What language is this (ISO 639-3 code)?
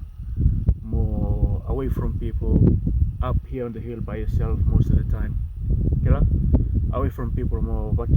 fij